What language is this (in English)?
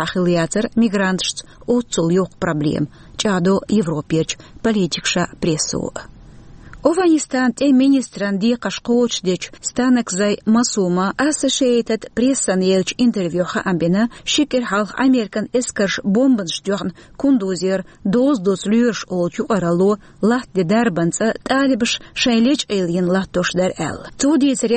Chechen